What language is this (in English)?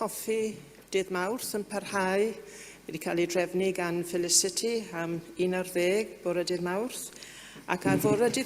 Welsh